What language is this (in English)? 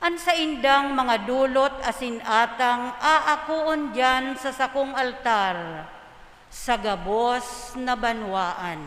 Bikol